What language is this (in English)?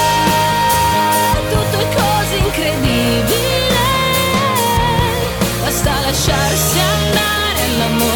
Italian